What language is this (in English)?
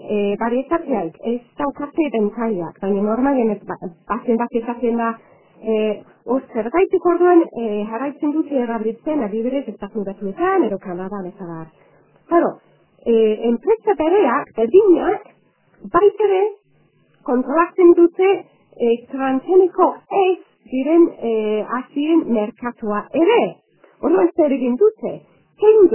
Basque